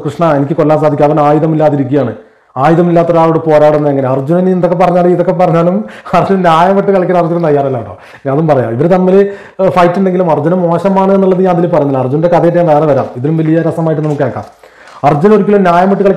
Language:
Malayalam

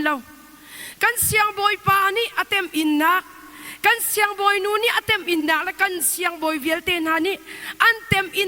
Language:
Hakha Chin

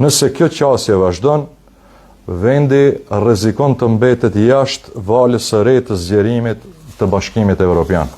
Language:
Albanian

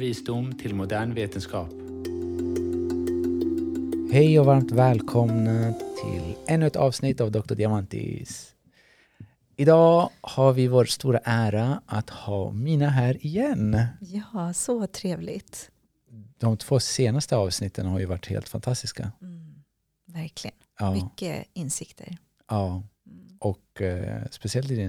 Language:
Swedish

